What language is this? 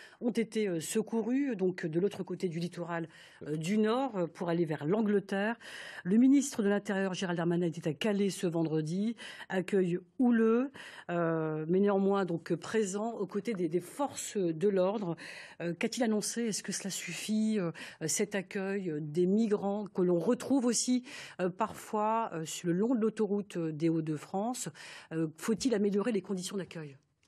French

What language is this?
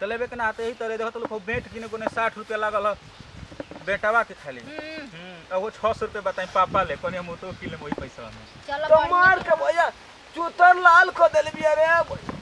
Bhojpuri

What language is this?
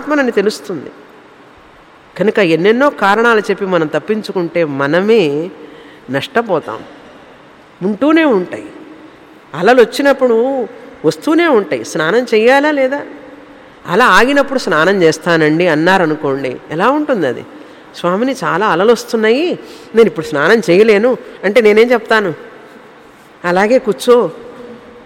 Telugu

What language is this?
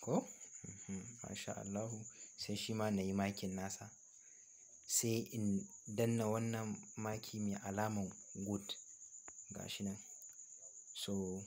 Hausa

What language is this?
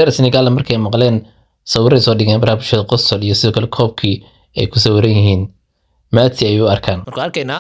Somali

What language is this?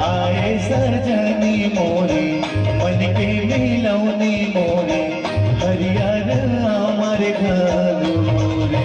Chhattisgarhi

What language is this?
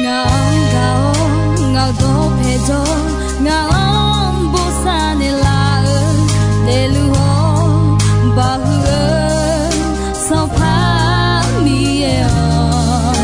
Akha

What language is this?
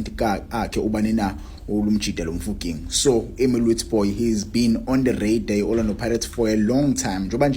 Zulu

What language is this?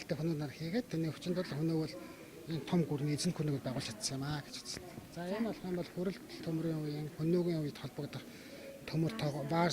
Mongolian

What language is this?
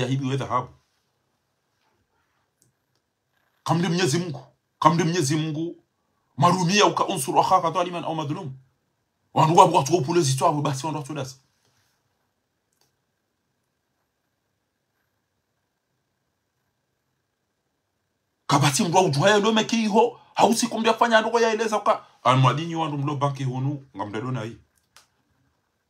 Swahili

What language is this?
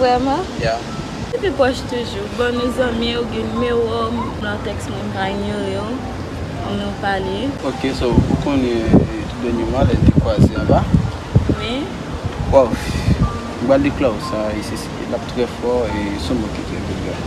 Haitian Creole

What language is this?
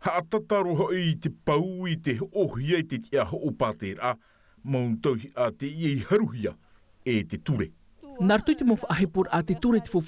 Tahitian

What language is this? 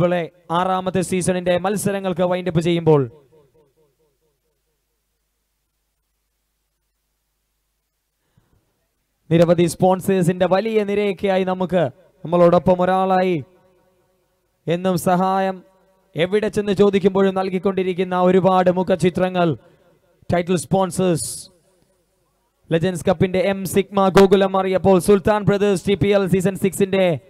Malayalam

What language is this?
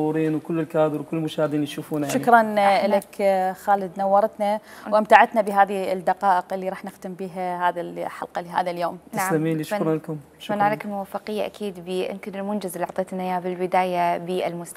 Mesopotamian Arabic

